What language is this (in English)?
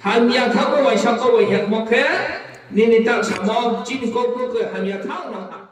Riang (India)